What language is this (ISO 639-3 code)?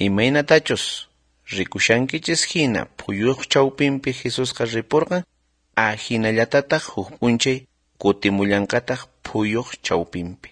quh